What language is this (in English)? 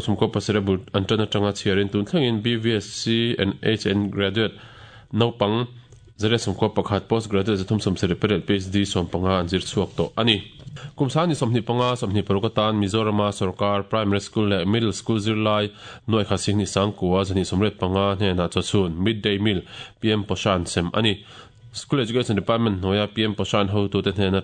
Mizo